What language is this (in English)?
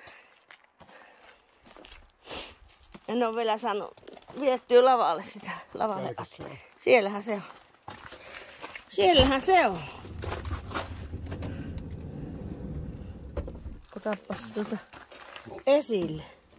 Finnish